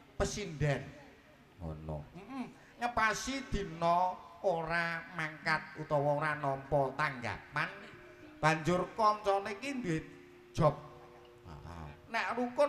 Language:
Javanese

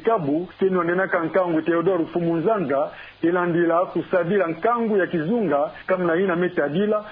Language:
Kituba (Democratic Republic of Congo)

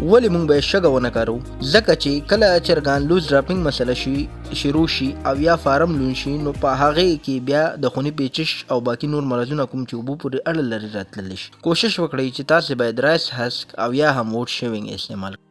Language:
Pashto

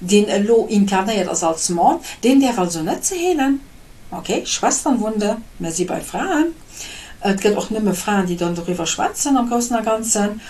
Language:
Luxembourgish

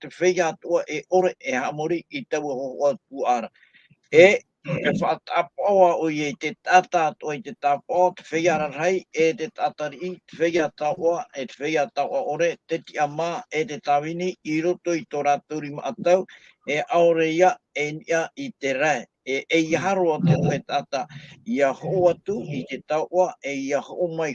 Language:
Tahitian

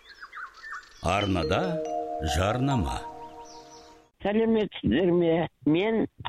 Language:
Kazakh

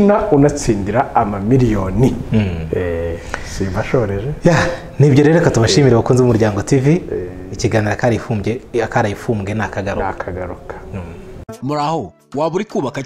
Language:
Kinyarwanda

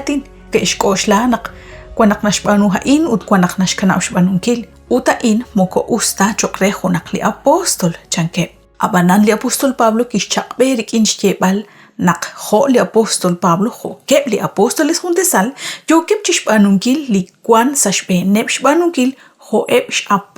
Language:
Kekchí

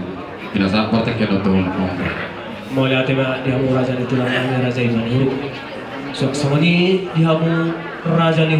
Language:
Batak Toba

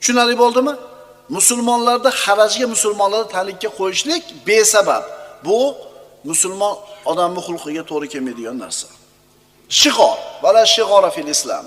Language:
Uzbek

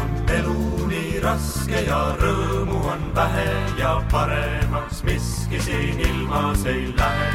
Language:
Estonian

